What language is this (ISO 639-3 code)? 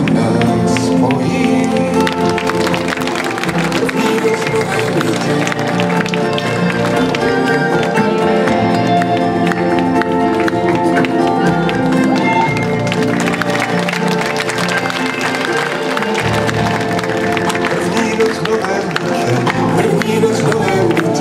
ces